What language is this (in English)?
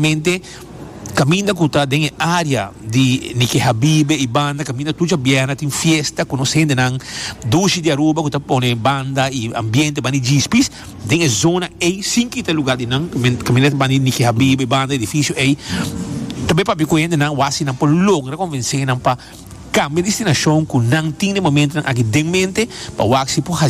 Papiamento